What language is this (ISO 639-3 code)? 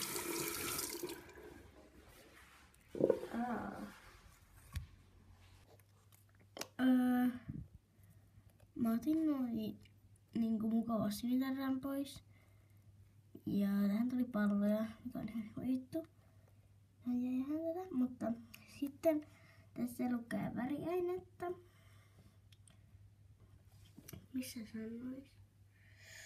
fin